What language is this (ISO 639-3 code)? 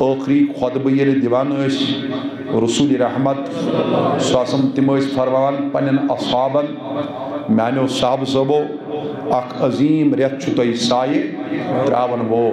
kas